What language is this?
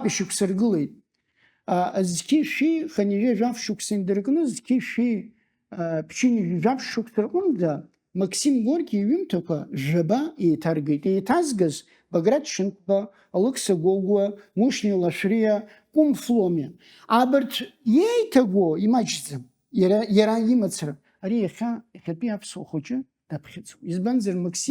Abkhazian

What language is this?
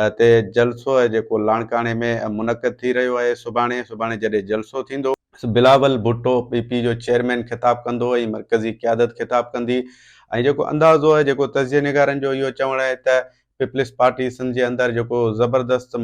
Sindhi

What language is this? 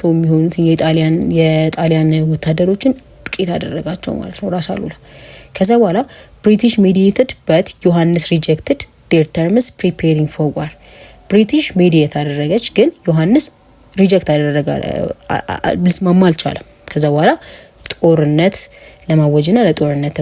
Amharic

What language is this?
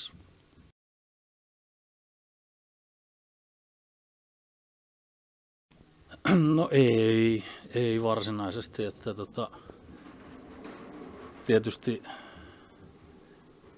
Finnish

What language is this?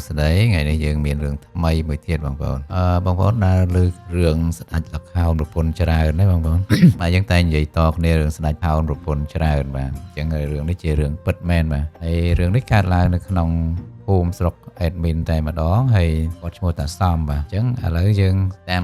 Khmer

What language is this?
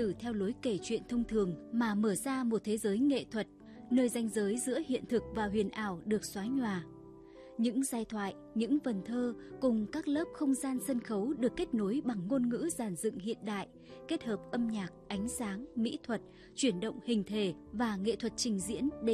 Vietnamese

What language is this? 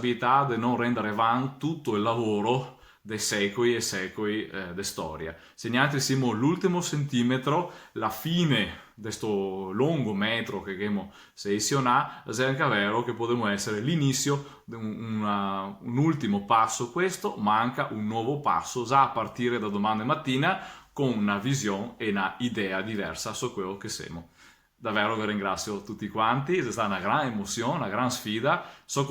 Venetian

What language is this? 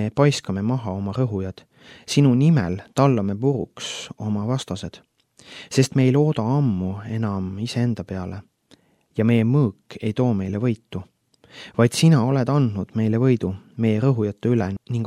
Estonian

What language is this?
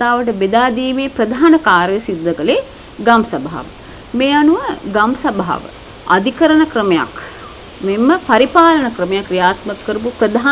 Sinhala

